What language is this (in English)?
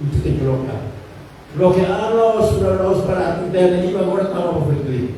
Tetum